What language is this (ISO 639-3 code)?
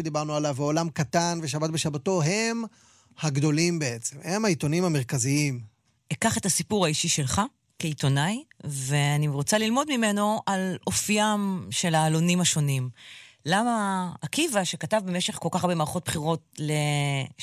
heb